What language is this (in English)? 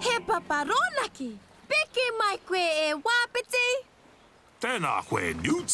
Māori